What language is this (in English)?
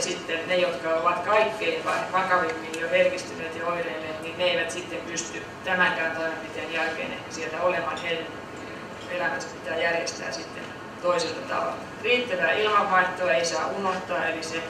Finnish